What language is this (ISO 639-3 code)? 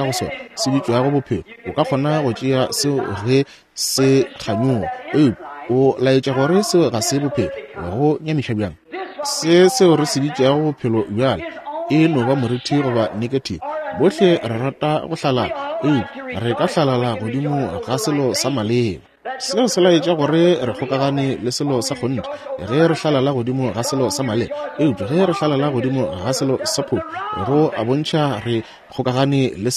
nso